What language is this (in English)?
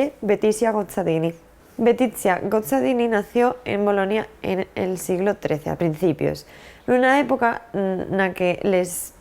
Asturian